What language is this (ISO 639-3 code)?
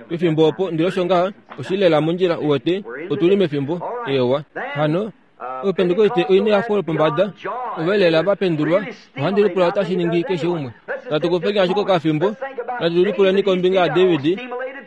kua